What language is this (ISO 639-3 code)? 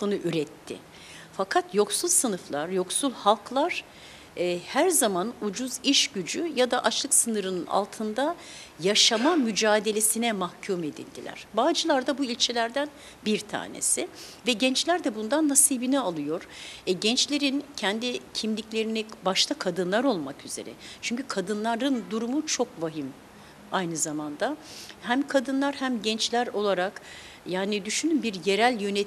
tur